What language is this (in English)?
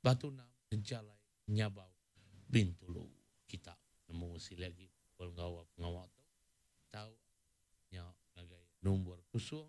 Iban